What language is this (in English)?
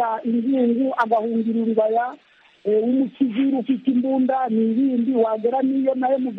Kinyarwanda